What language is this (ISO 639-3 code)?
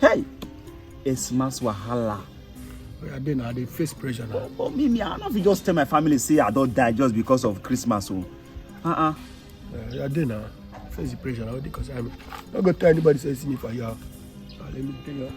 pcm